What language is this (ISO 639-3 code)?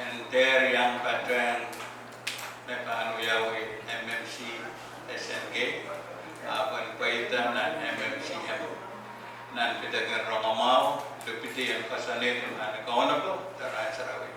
pon